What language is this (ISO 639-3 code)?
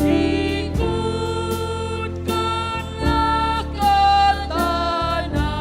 btx